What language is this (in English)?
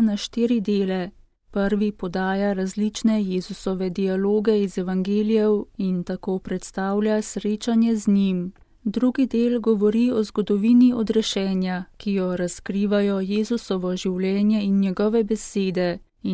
Slovenian